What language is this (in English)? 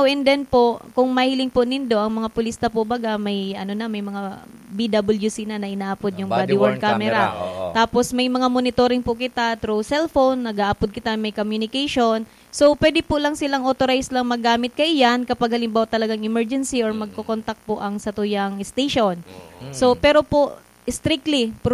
Bikol